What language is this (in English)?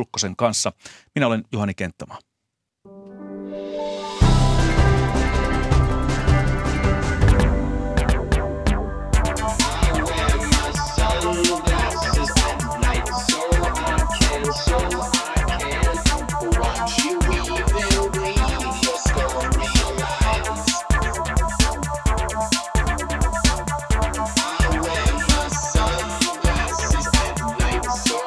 Finnish